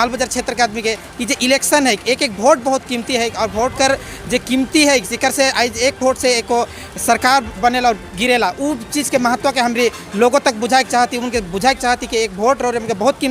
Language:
Sadri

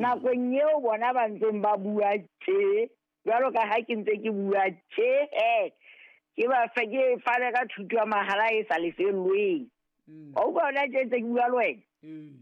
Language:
Southern Sotho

